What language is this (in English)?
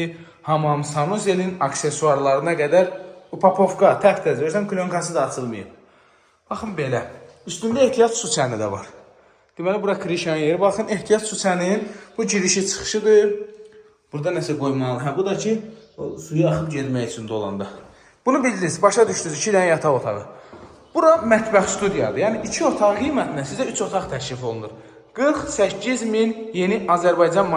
Azerbaijani